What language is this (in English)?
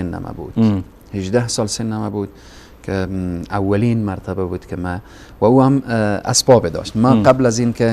Persian